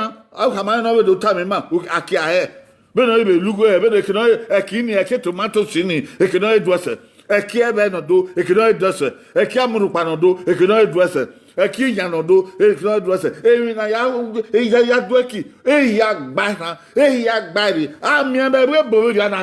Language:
Bini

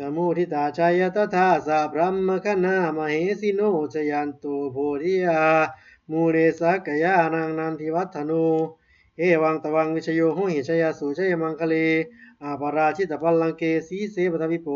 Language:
Pali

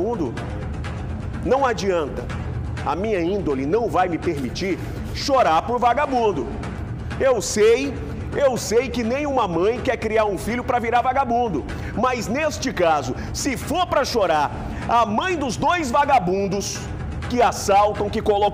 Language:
Portuguese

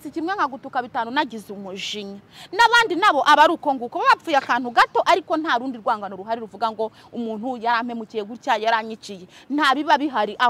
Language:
Kinyarwanda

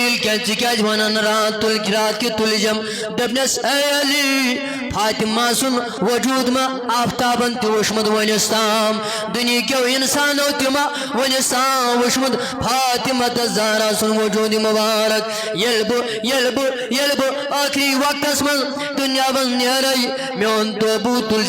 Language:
Kashmiri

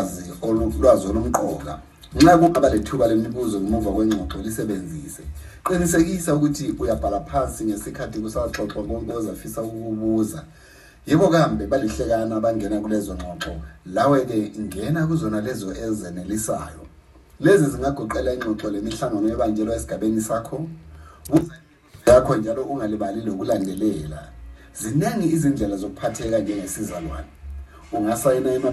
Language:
North Ndebele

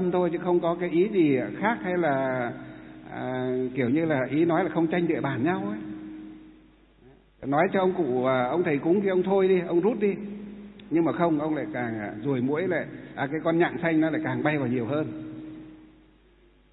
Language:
Vietnamese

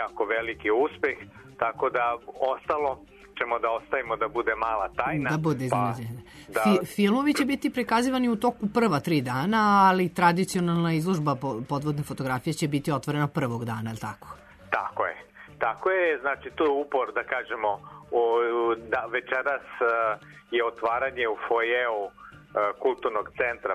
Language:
Serbian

